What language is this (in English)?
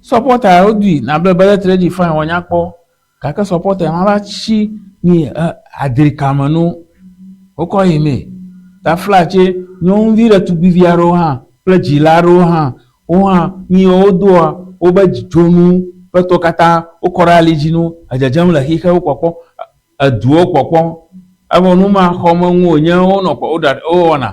Ewe